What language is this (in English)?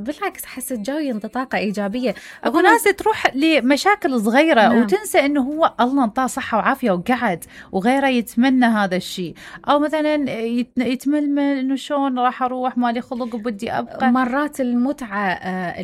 Mesopotamian Arabic